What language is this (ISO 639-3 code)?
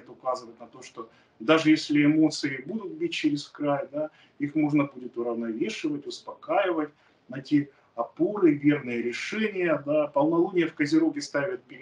rus